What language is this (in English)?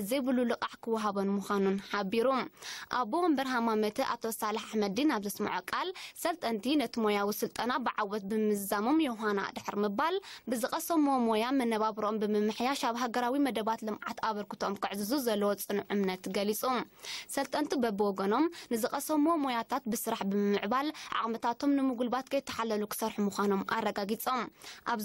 Tigrinya